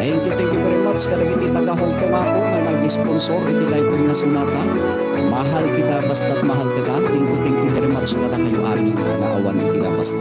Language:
Iloko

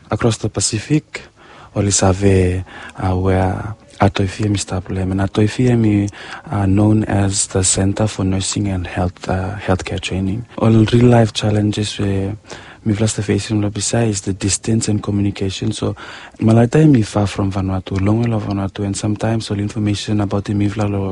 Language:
Bislama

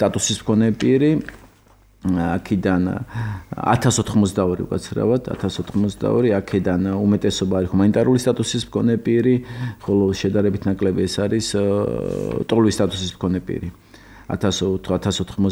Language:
Georgian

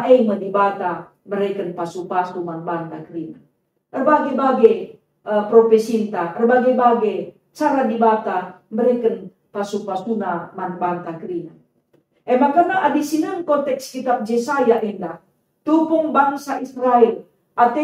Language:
Batak Karo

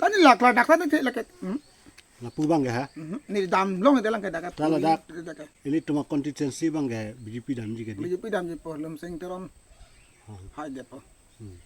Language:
Karbi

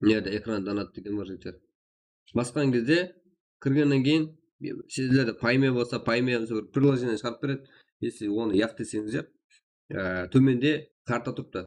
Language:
Kara-Kalpak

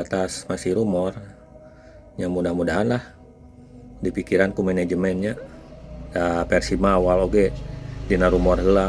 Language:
Sundanese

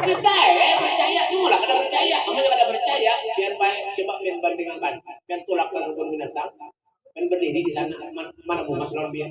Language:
Banjar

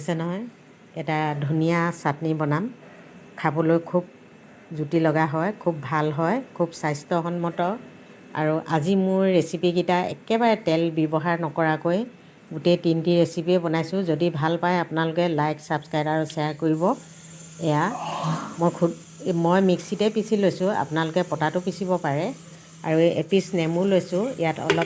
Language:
Assamese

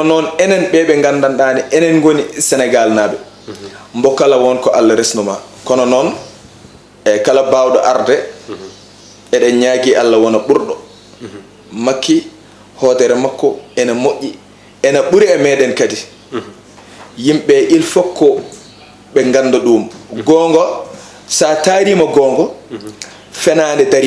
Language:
Fula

